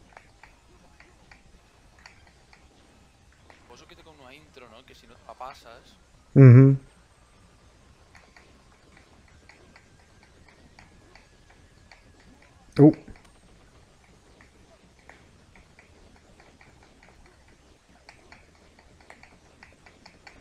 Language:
Catalan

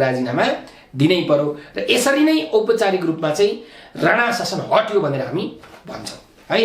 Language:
Nepali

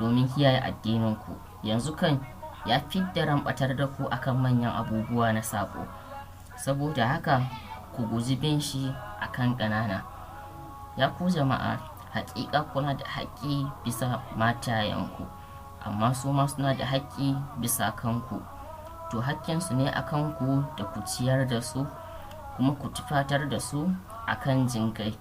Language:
Hausa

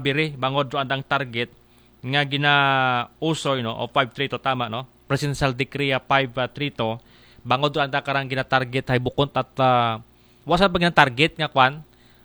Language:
Aklanon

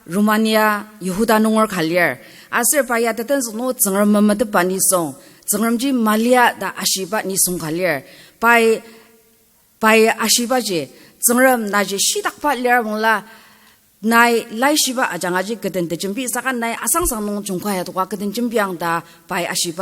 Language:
Ao Naga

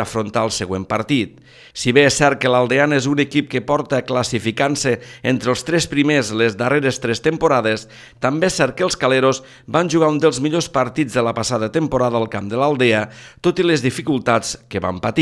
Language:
Catalan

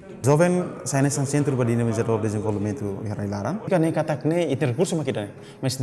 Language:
Tetum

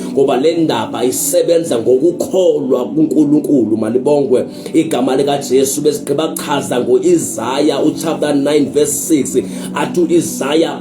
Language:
Zulu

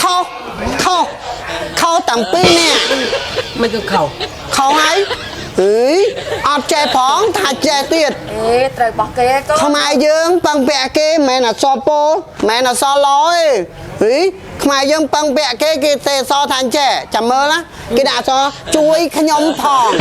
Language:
Khmer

